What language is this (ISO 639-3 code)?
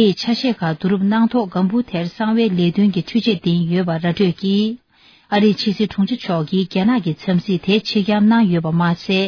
bod